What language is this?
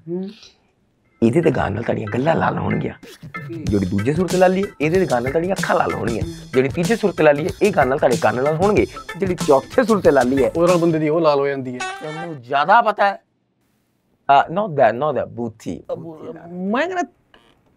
Punjabi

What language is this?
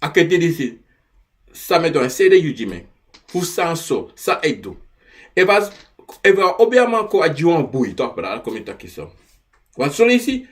Sranan Tongo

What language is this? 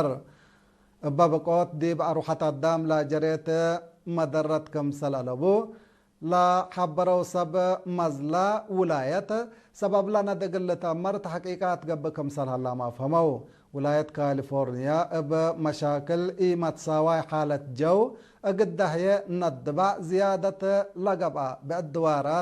Tigre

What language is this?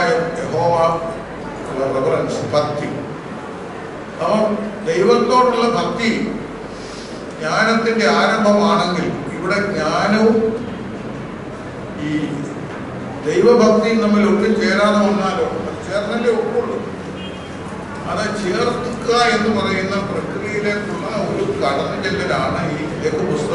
Malayalam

